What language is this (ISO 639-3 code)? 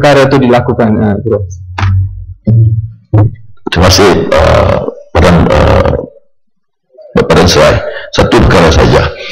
msa